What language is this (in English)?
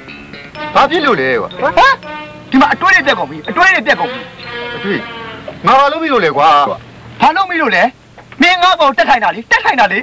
Burmese